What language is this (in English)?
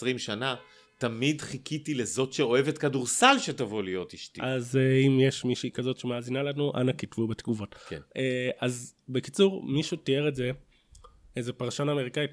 Hebrew